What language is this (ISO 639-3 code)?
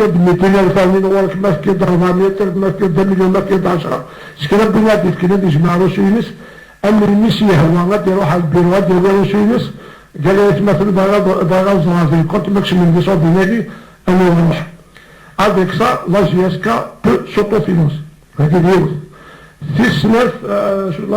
kab